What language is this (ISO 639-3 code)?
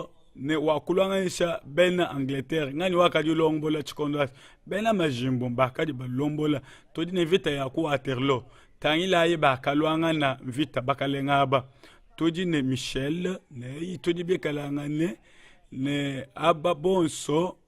lua